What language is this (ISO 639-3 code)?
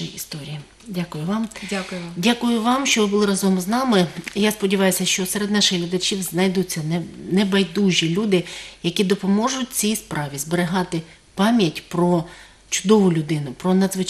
ukr